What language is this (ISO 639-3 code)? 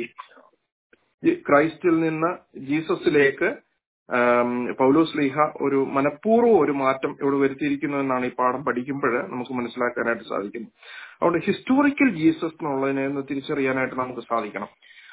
mal